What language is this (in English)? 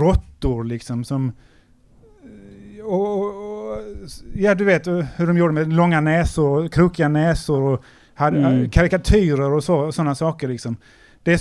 Swedish